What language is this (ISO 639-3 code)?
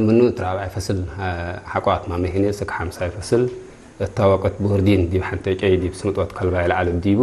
tig